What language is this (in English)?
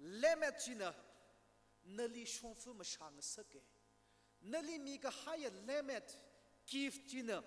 Tangkhul Naga (India)